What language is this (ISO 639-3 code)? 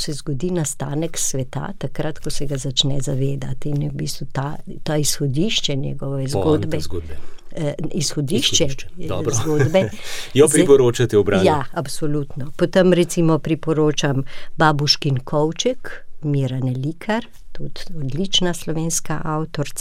slv